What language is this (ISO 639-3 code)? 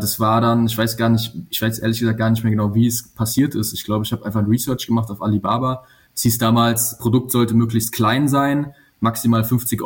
deu